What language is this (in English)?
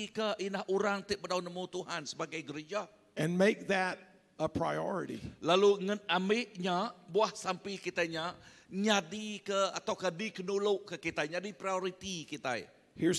Iban